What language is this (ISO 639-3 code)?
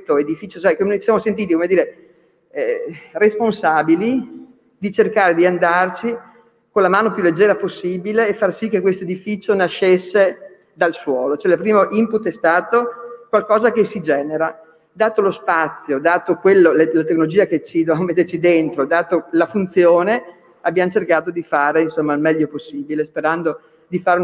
ita